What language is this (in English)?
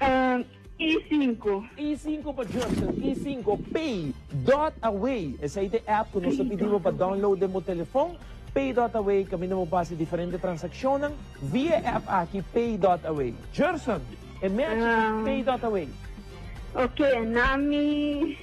Papiamento